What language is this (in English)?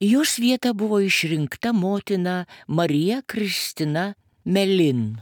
Lithuanian